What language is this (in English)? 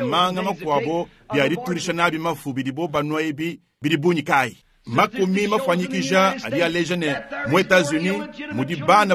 Luba-Lulua